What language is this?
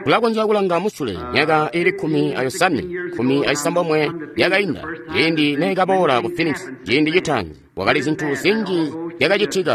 Tonga (Zambia)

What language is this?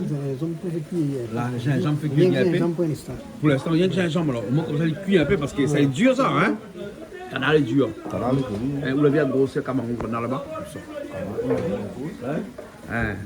Réunion Creole French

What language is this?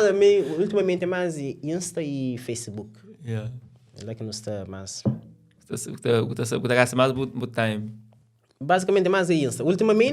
Kabuverdianu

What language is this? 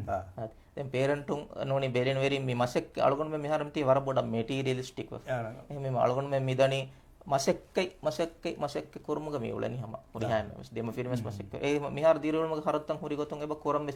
Divehi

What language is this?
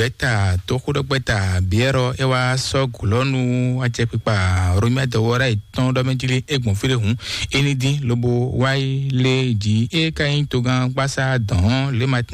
Fon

